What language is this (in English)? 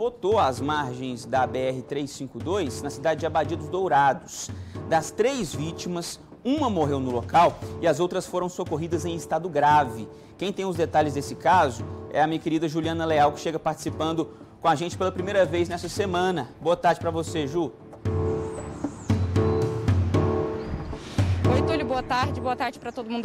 Portuguese